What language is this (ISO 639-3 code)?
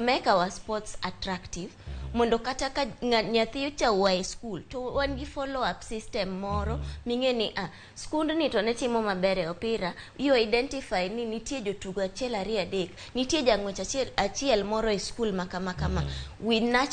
luo